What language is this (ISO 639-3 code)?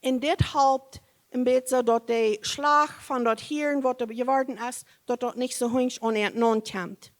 pdt